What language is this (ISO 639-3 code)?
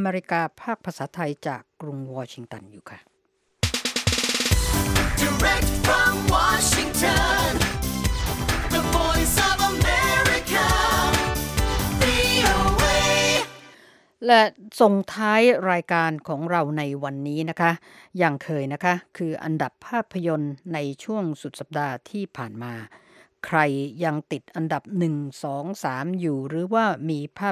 tha